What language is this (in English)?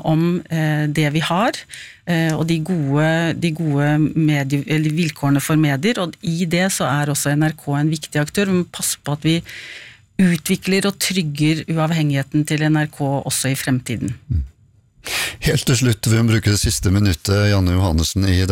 Norwegian